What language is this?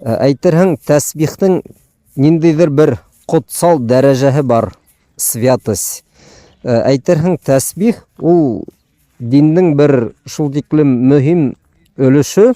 Bashkir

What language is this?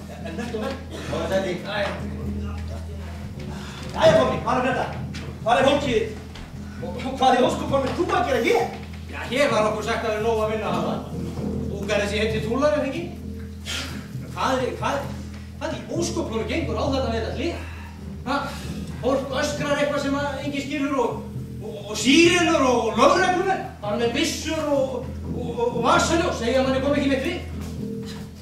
Icelandic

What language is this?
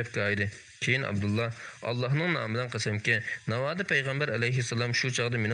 Uyghur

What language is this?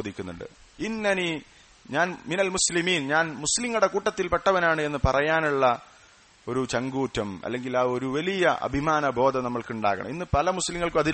Malayalam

